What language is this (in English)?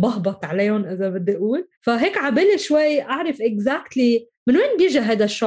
North Levantine Arabic